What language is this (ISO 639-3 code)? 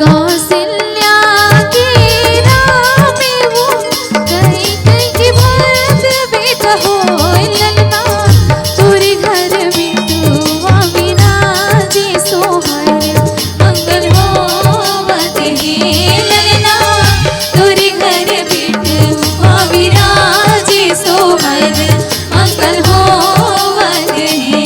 hne